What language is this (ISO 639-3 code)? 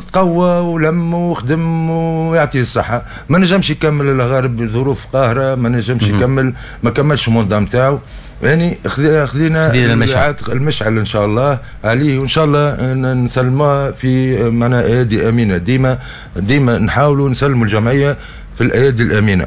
aeb